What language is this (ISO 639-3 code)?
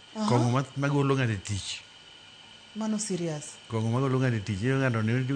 luo